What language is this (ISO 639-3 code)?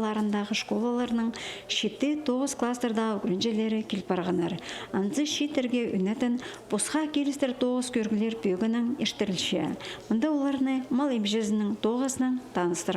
kjh